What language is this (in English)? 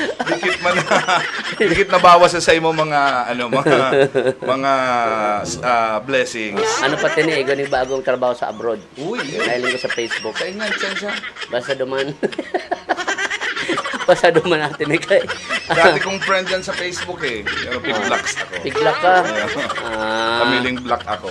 Bikol